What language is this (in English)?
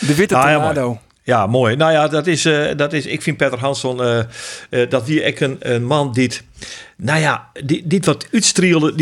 Western Frisian